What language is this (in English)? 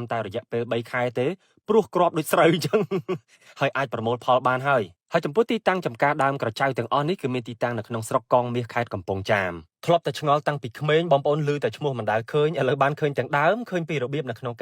Khmer